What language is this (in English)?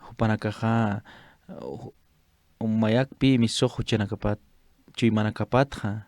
Aymara